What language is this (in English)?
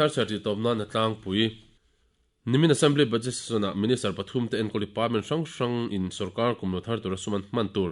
Mizo